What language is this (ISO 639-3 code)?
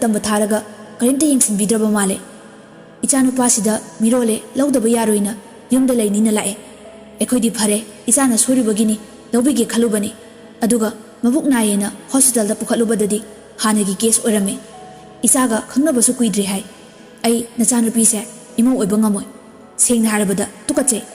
mni